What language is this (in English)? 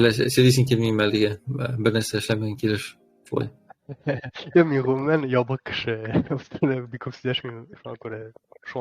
Tatar